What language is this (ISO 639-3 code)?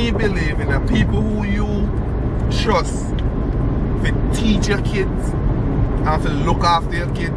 jam